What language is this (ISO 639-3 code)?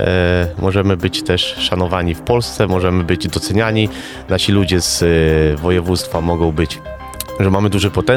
pol